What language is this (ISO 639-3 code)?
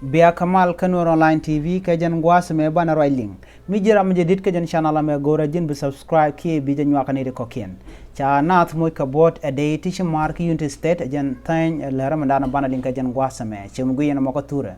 nus